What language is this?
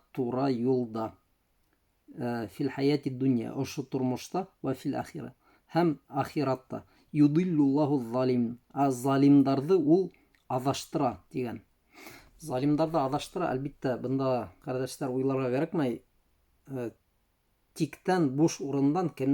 Bashkir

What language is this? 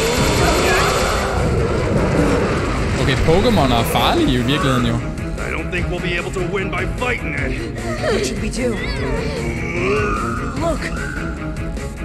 Danish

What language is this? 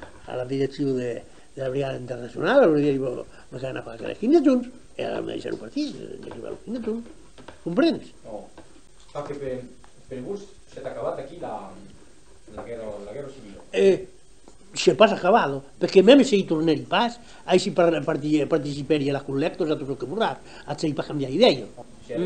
Occitan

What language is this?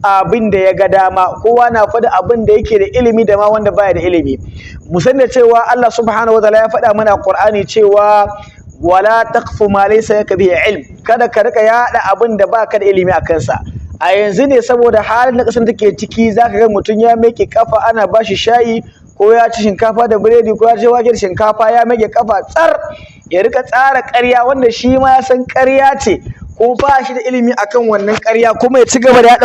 Hausa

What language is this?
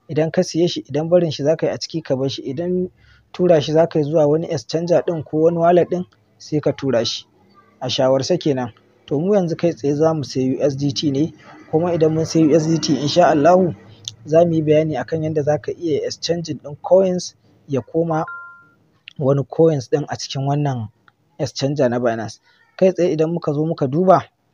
Hausa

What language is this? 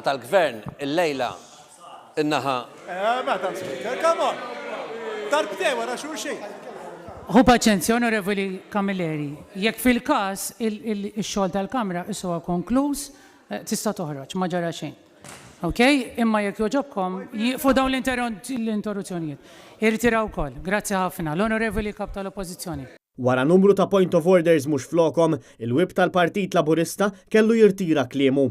Maltese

